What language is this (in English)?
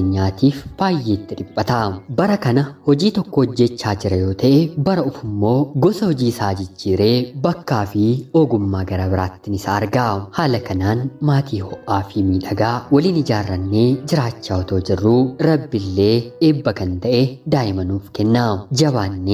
Oromo